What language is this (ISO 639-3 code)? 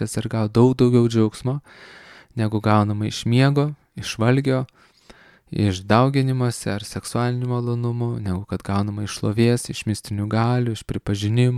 lit